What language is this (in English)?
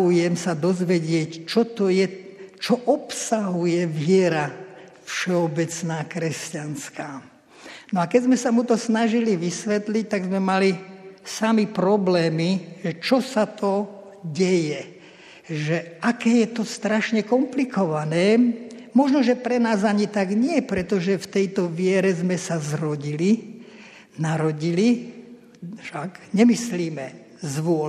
Slovak